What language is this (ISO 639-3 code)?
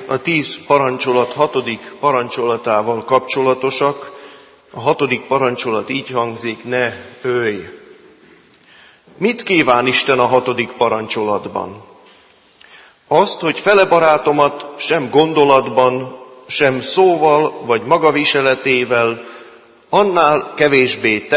hun